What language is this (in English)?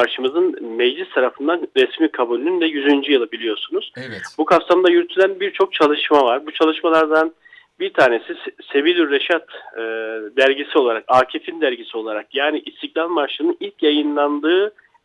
Turkish